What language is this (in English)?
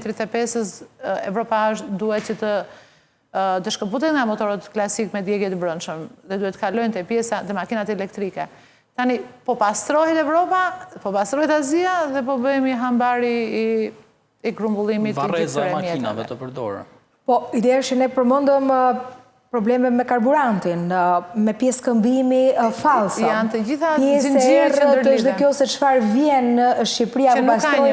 Albanian